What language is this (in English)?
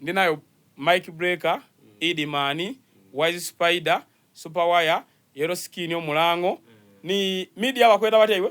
Soga